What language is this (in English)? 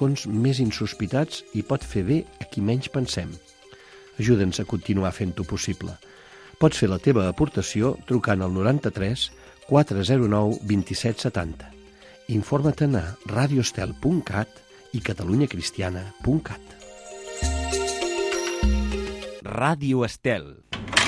Catalan